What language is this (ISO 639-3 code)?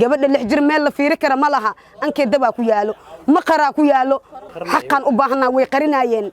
som